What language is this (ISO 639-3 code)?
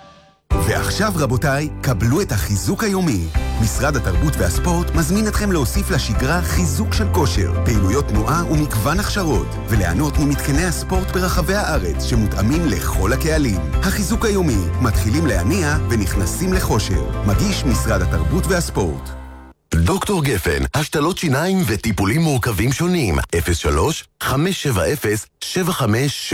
heb